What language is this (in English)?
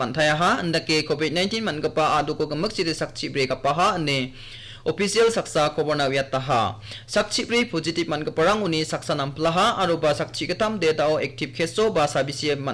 Garo